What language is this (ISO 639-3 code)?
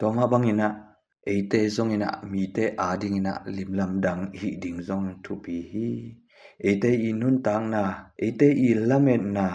ctd